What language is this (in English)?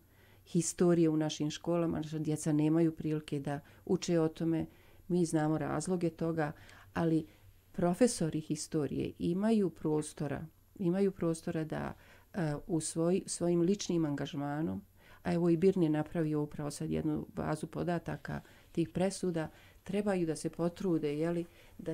Bosnian